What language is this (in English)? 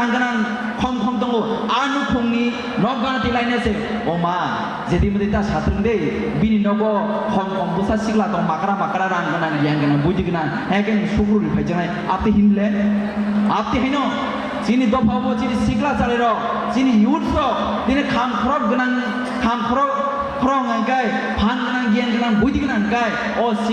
Kok Borok